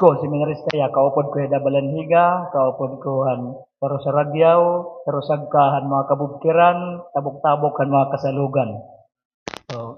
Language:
Waray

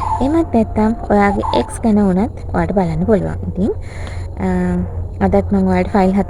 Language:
Sinhala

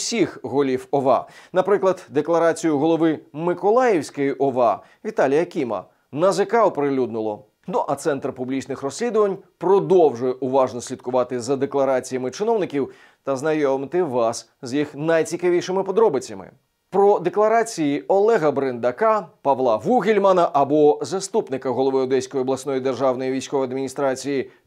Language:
Ukrainian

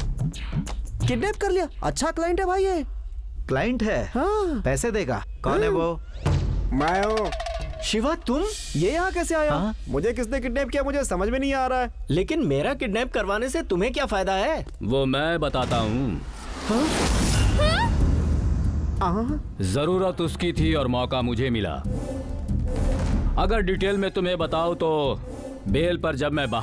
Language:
Hindi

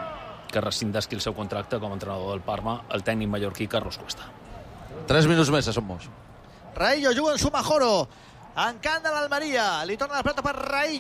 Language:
Catalan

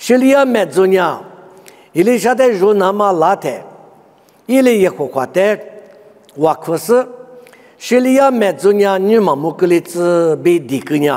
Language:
Lisu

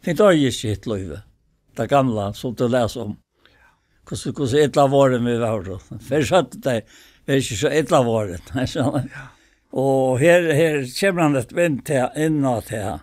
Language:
Faroese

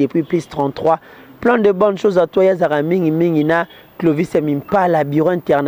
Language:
Lingala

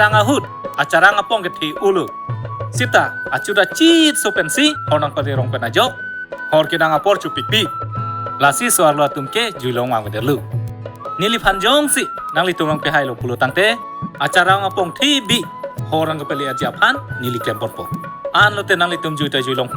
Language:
Karbi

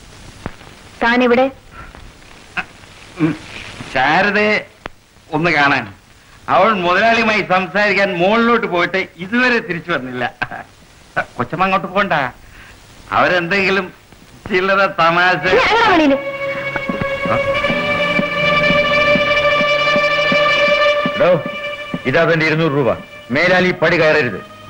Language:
Malayalam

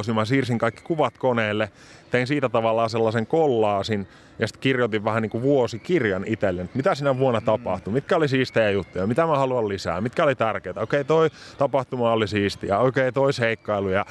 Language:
Finnish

